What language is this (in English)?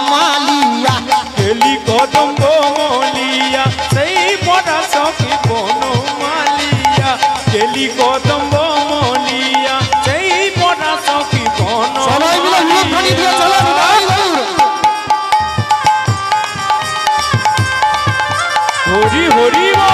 Bangla